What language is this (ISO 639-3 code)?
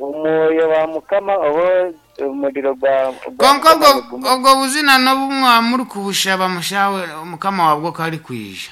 nyn